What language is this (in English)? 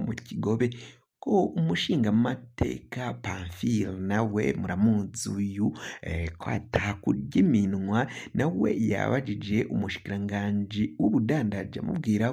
Rundi